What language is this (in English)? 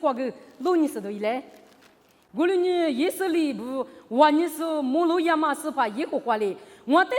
Lisu